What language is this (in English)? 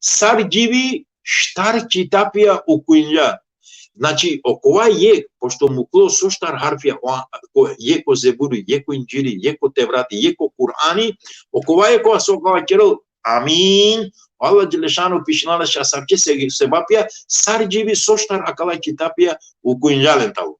Balkan Romani